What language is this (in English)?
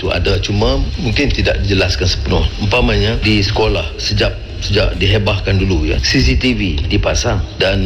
Malay